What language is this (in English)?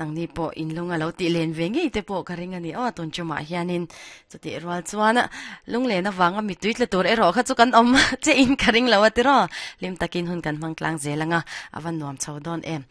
Mizo